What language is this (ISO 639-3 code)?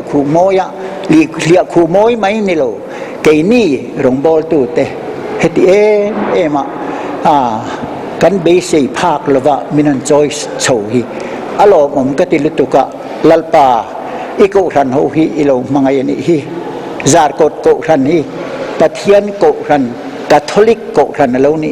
lus